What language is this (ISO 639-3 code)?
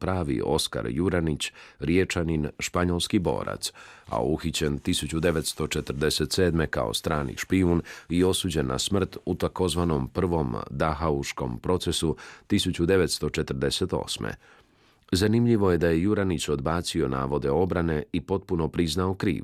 hrv